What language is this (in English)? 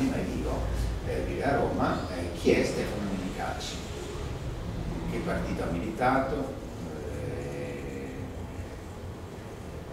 Italian